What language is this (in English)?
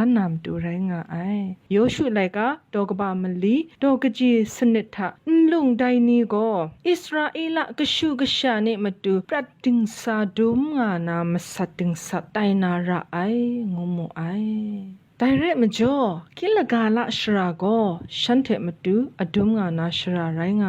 Kachin